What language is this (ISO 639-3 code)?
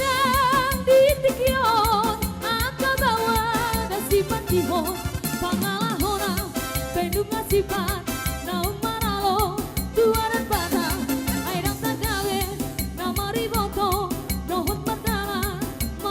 bbc